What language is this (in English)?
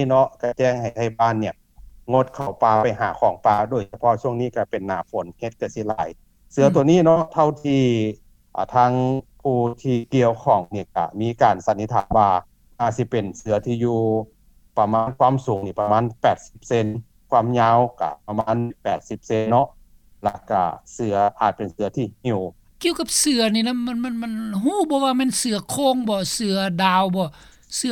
Lao